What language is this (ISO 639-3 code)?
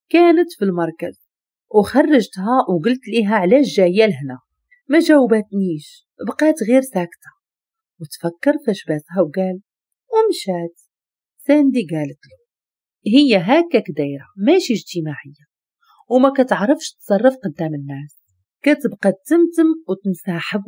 ary